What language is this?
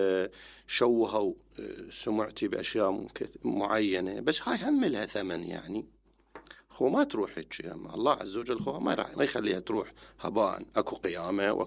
Mesopotamian Arabic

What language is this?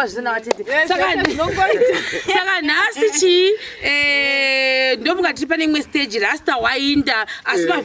Shona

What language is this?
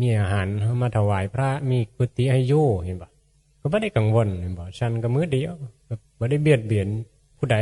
Northeastern Thai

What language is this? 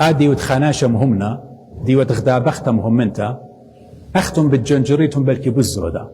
Assyrian Neo-Aramaic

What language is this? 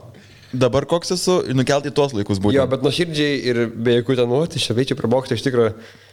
Lithuanian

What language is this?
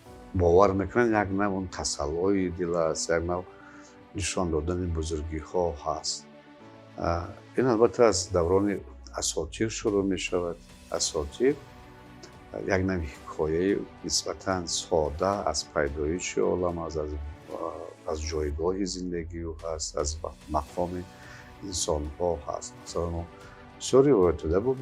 Tajik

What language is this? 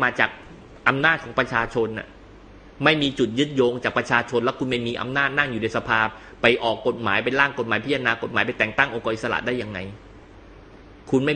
Thai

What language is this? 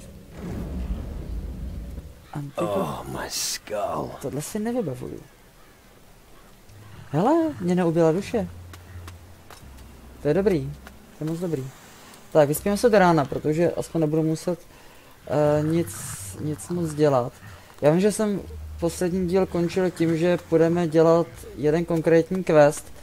Czech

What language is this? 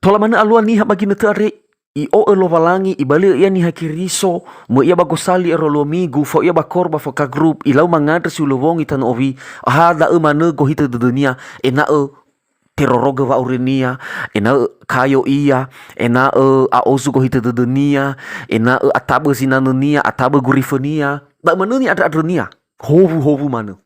Nias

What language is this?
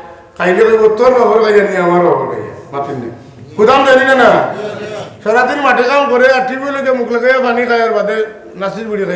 Sylheti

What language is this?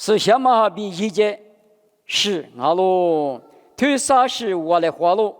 Lisu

